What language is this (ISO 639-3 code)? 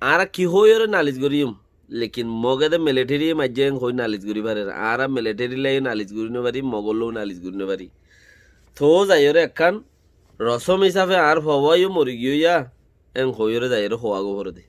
rhg